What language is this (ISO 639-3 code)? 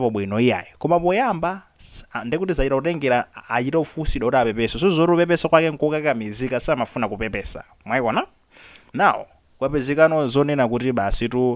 nya